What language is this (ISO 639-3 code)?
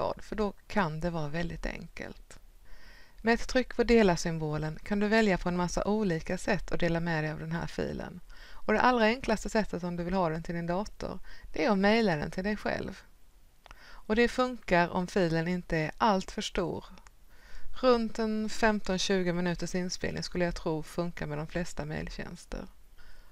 swe